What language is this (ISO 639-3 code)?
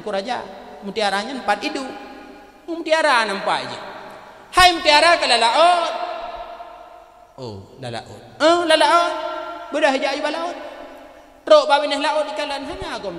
ace